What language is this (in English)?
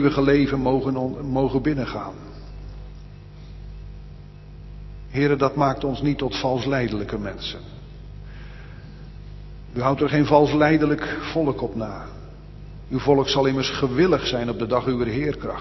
Dutch